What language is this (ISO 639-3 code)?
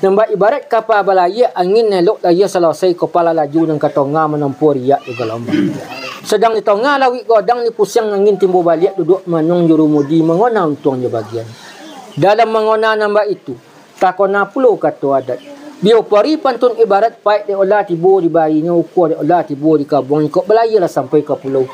min